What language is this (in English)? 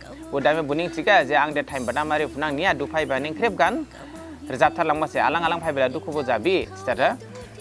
Dimasa